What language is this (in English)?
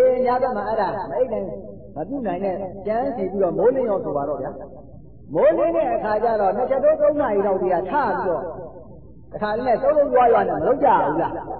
Burmese